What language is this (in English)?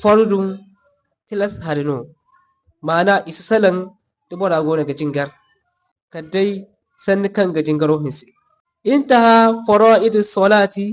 Zarma